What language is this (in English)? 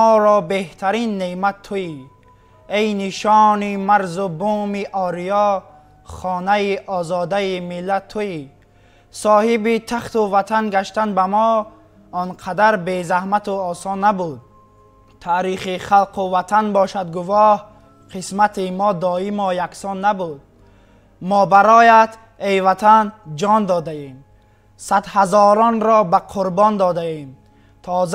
Tajik